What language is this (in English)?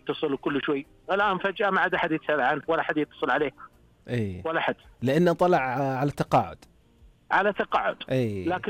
Najdi Arabic